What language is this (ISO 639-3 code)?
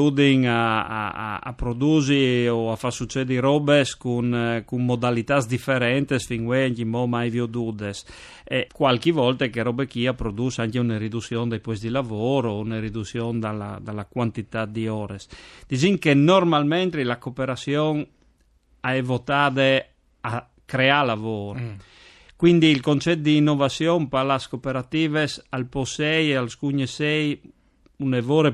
fur